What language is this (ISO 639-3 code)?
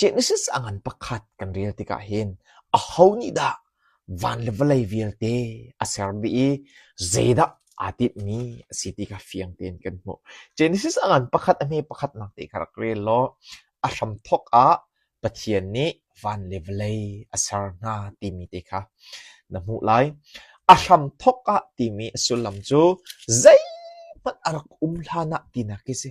cnh